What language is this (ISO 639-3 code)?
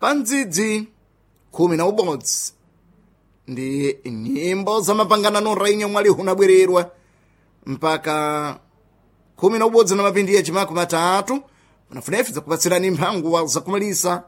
seh